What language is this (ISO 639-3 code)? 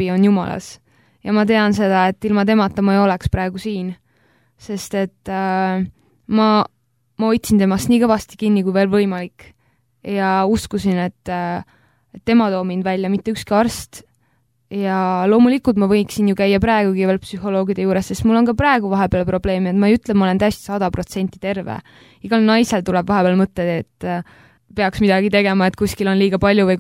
est